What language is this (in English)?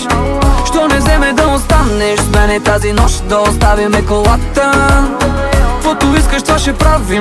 Bulgarian